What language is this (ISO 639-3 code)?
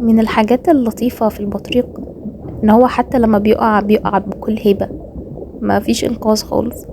arz